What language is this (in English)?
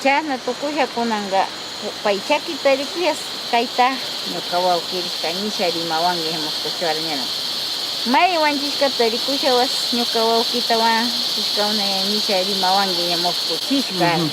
Northern Pastaza Quichua